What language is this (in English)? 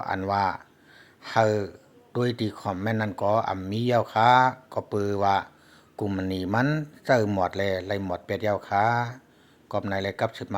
Shan